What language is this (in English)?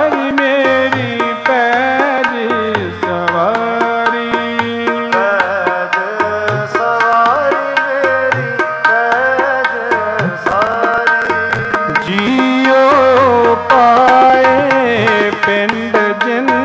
Punjabi